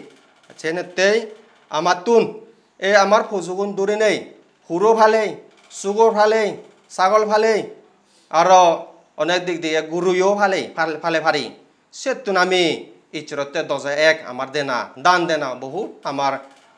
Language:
Chakma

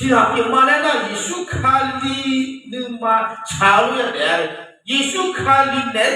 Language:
Akha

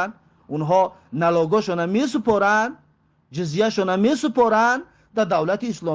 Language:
Tajik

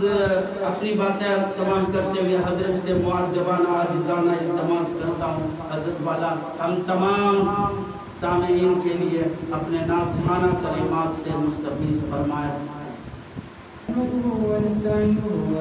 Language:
Urdu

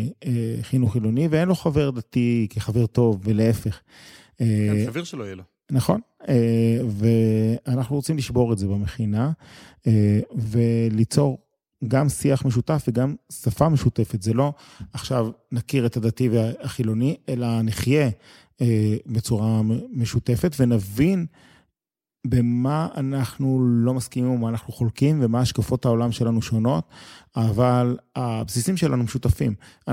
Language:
Hebrew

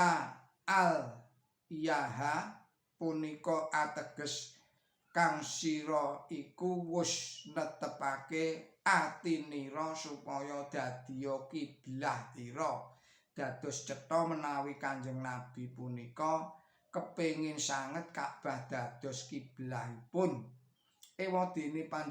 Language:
Javanese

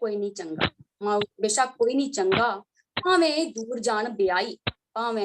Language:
Dogri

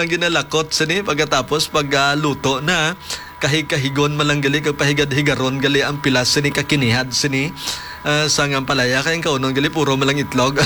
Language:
Hiligaynon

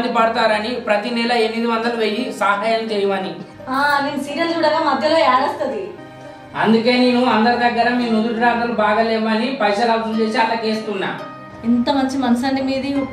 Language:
Telugu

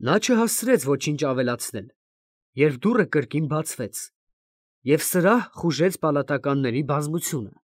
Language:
Armenian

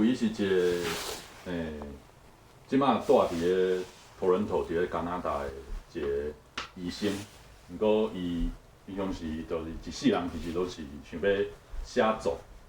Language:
Min Nan Chinese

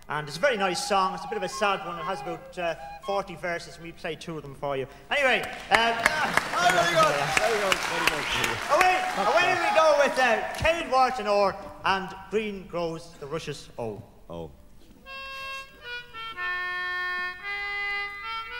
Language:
English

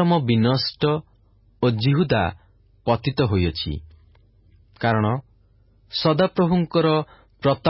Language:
Odia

